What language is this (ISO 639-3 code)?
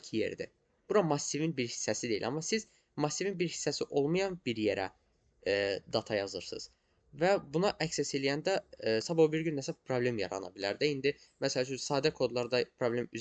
aze